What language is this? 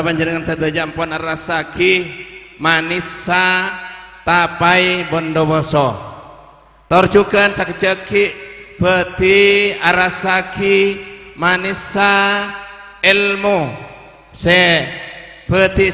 Madurese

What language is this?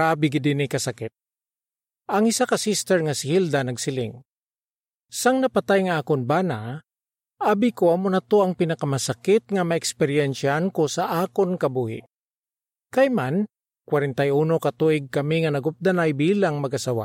Hiligaynon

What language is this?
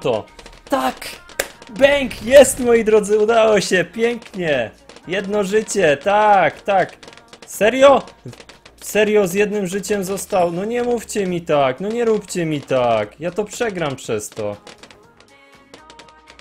Polish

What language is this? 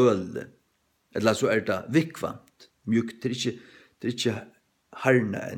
Faroese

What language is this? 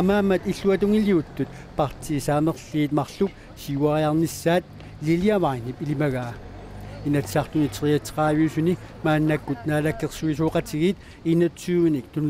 Kalaallisut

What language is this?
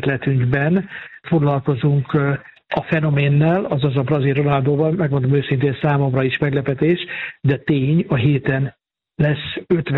Hungarian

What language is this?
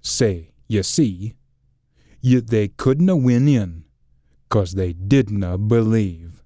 Scots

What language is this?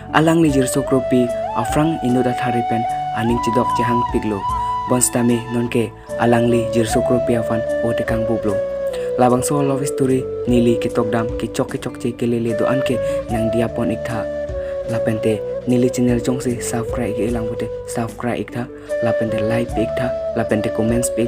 Karbi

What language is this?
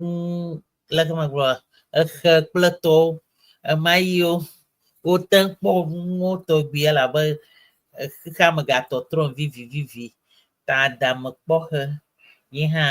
Ewe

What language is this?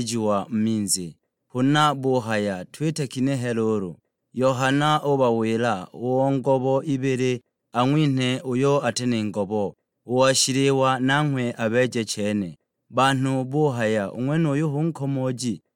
Sukuma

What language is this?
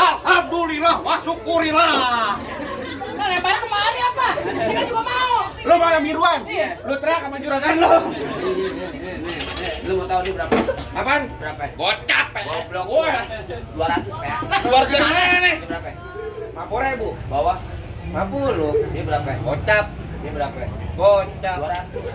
Betawi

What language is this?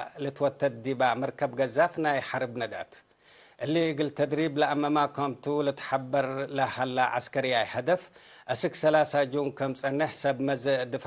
Tigre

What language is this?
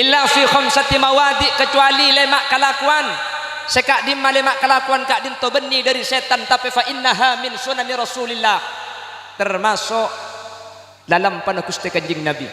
Madurese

